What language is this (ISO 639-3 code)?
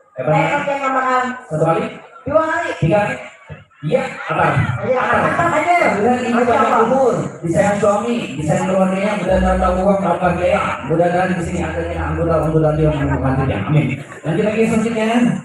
bjn